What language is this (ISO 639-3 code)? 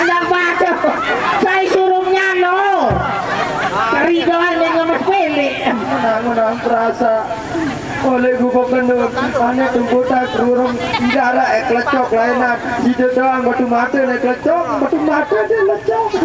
sas